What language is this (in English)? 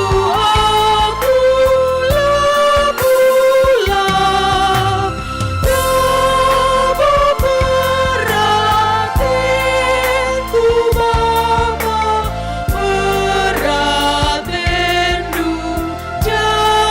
Batak Karo